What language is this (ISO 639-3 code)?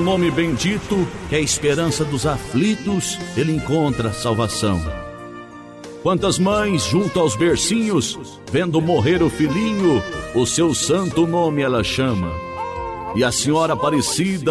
por